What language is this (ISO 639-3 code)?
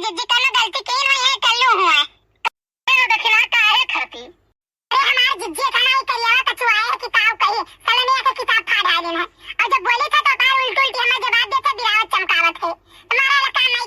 awa